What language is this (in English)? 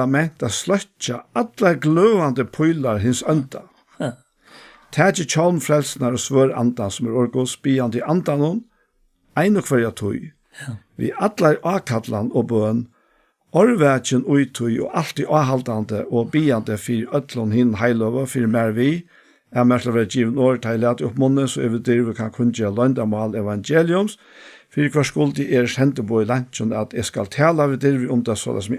Faroese